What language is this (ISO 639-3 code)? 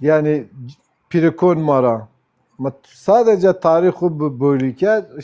zza